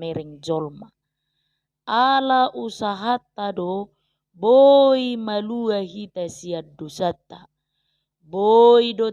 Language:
Batak Toba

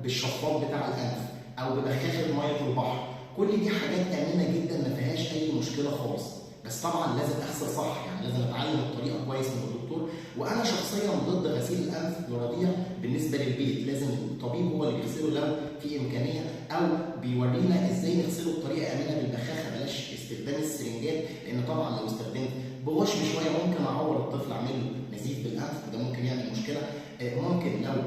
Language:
Egyptian Arabic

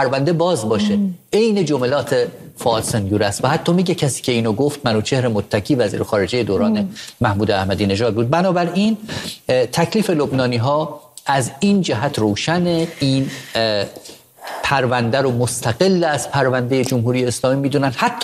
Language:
Persian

